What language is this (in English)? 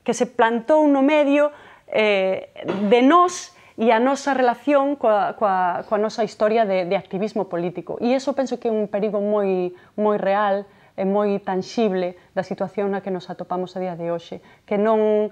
Galician